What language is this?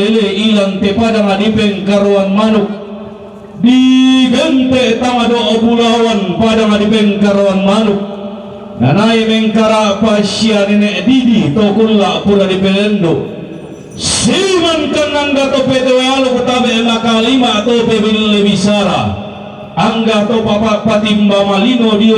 Toraja-Sa'dan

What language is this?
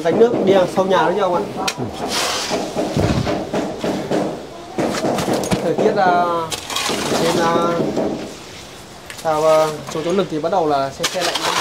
Vietnamese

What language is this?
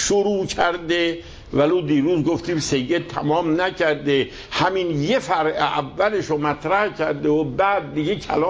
Persian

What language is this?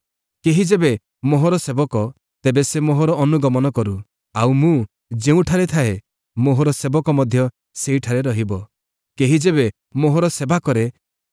Odia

